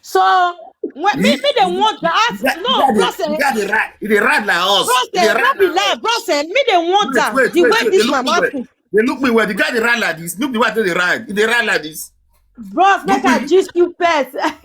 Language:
Nigerian Pidgin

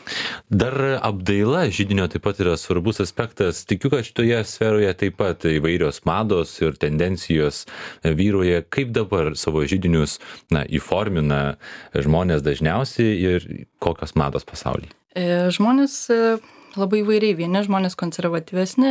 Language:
Lithuanian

